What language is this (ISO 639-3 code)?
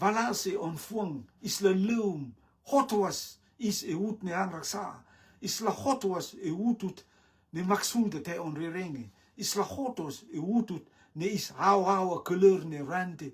rtm